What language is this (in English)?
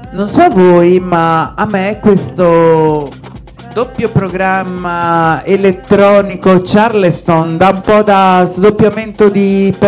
Italian